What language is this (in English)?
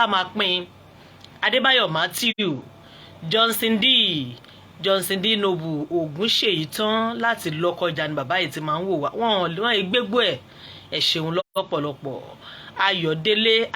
Yoruba